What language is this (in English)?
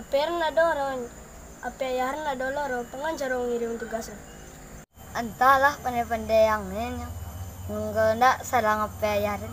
Minangkabau